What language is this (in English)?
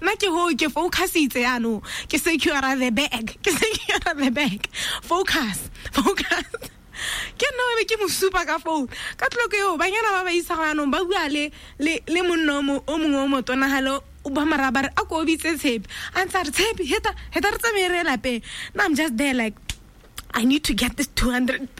Tswana